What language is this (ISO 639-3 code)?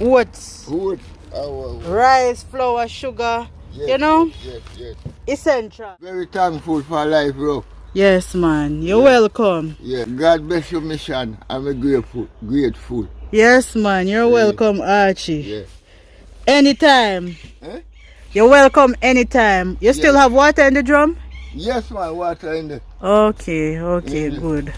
jam